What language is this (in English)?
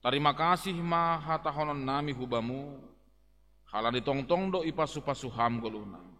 Batak Simalungun